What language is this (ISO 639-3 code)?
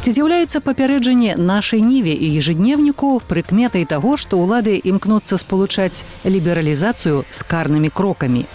bel